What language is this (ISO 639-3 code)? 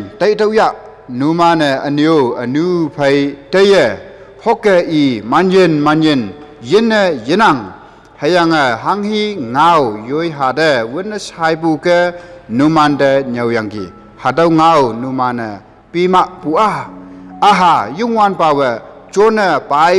nbe